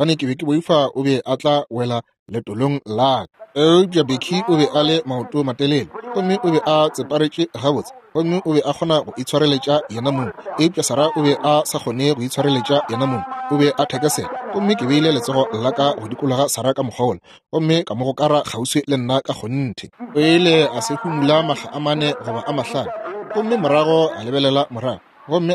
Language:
Northern Sotho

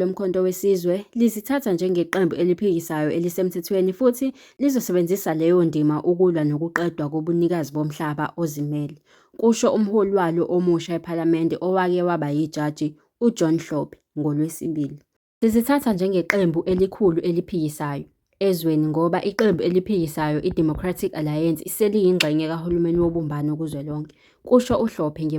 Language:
Zulu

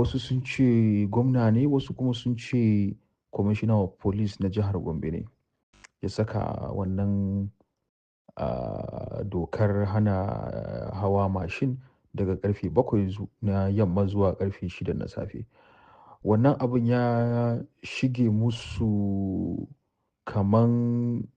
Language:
Hausa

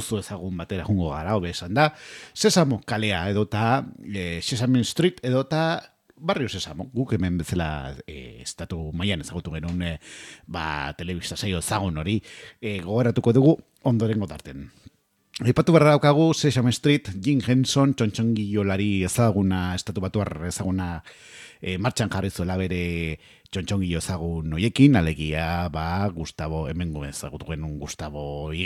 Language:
Basque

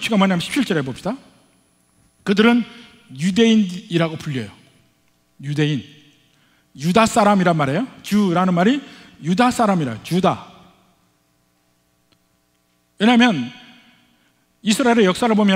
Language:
Korean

